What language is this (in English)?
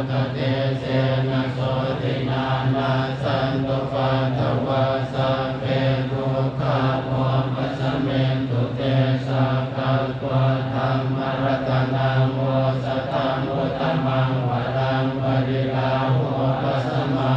Pali